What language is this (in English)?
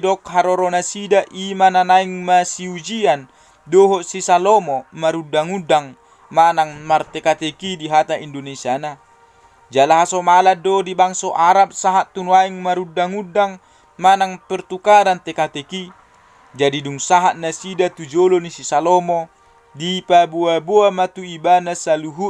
Batak Toba